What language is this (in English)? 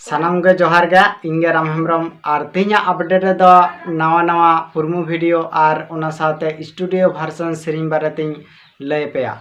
Santali